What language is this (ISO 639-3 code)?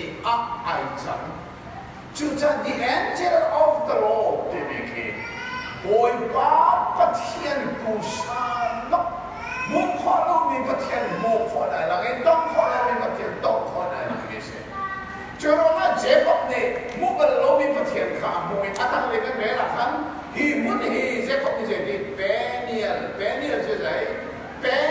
cnh